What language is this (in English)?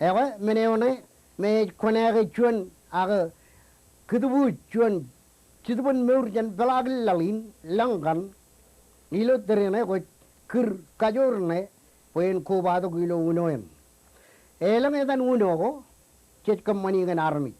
Marshallese